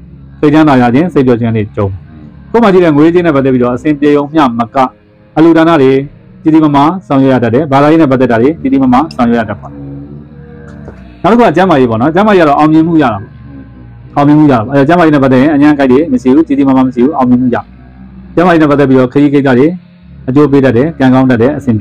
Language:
Burmese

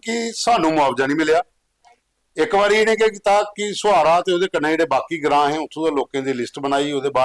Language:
Dogri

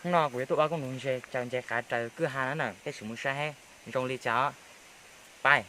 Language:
Hmong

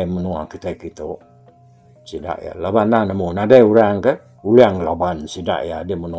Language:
Iban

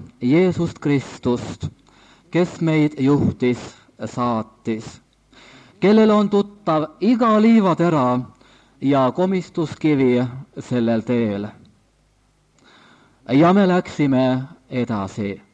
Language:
Estonian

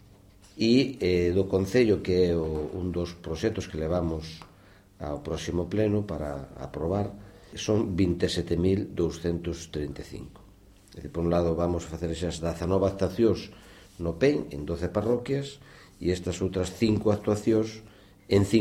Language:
Galician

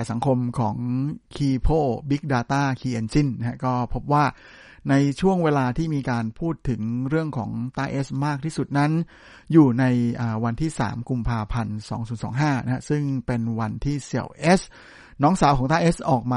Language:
Thai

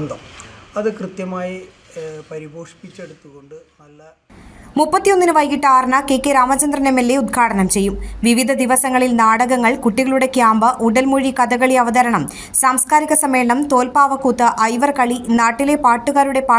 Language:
Malayalam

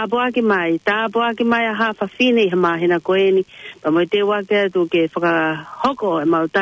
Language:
Tongan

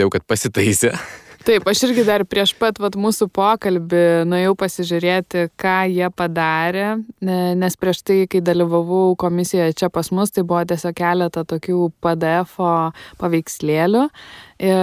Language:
Lithuanian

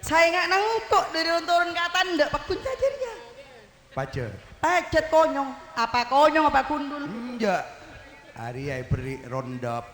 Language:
Madurese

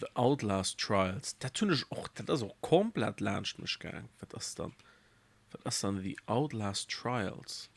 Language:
Luxembourgish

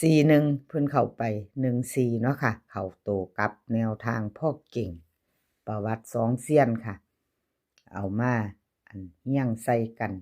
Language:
Northeastern Thai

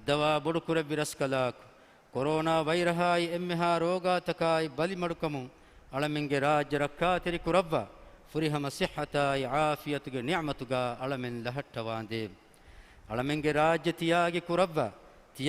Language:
Divehi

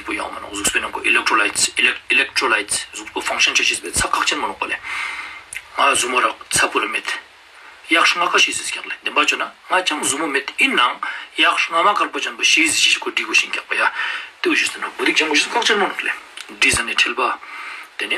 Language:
Ladakhi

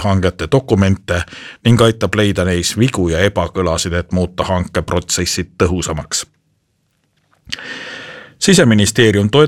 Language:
Estonian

